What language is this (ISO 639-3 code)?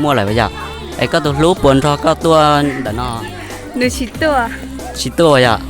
hmn